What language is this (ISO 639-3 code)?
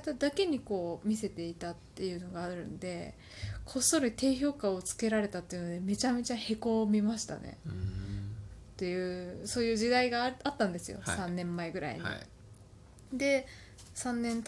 jpn